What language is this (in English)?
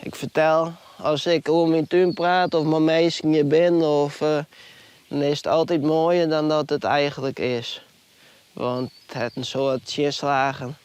Western Frisian